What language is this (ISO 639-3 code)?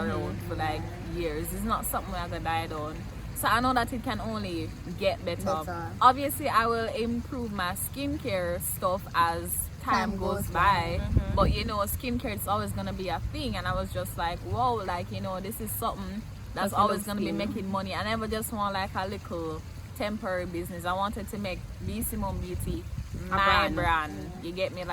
jam